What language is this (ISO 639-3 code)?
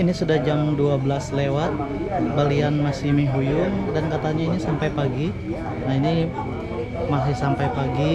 mhy